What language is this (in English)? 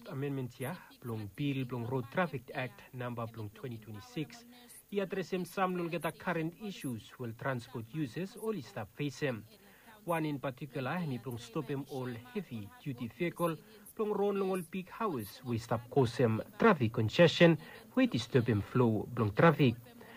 Bislama